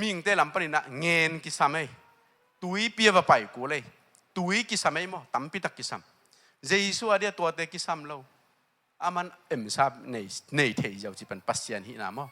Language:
Tedim Chin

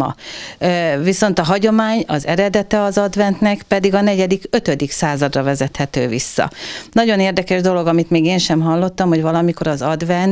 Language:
Hungarian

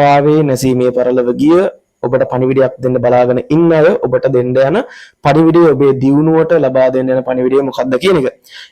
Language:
Sinhala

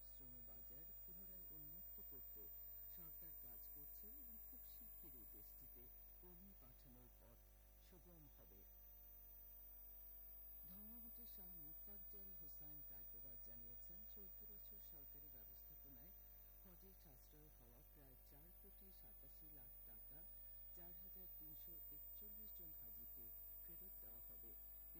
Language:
Bangla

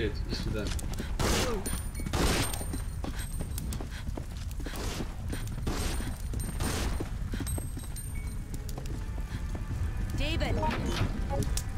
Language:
Russian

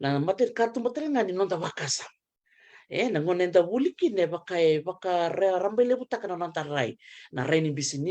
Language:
Fijian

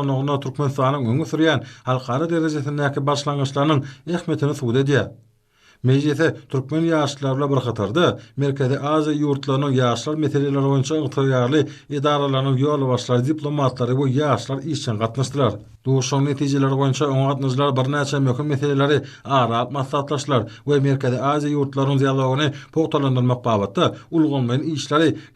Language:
Turkmen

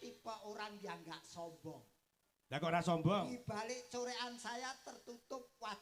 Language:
Javanese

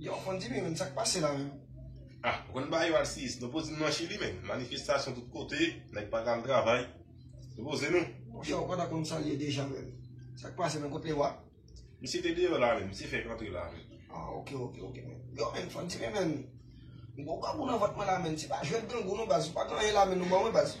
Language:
Haitian Creole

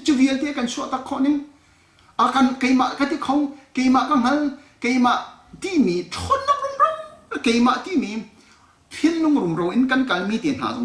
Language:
Hakha Chin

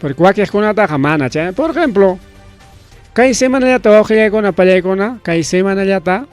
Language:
Ayacucho Quechua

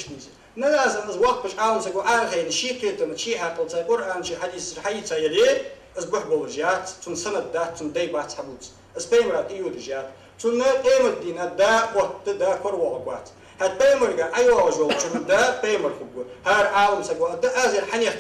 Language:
Ingush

